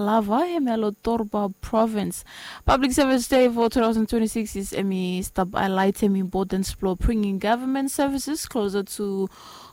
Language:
Bislama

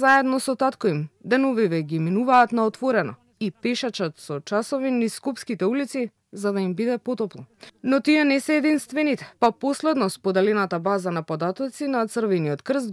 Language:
Macedonian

